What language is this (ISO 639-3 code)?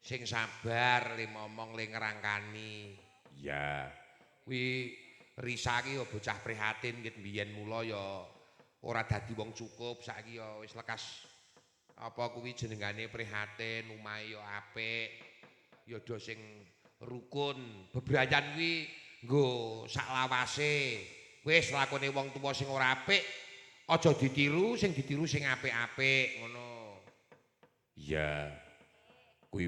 jav